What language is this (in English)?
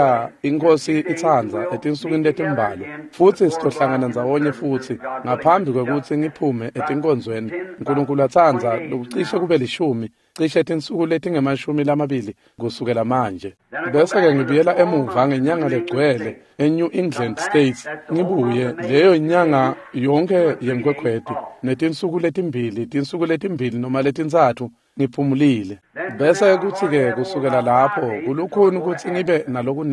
Swati